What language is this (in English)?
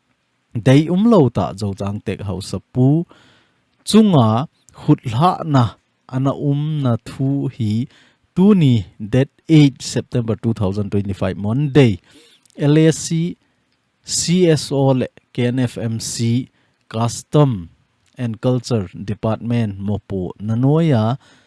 Thado Chin